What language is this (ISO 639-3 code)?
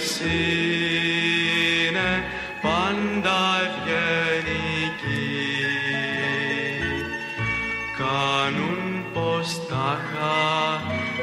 ell